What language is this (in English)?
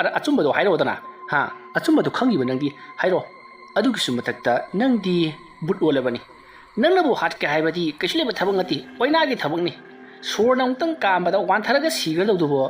Manipuri